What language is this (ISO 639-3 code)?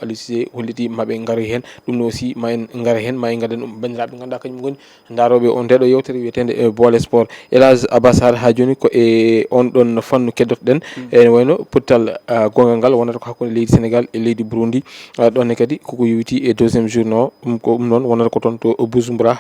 ful